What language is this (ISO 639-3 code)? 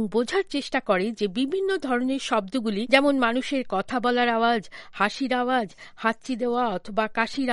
ben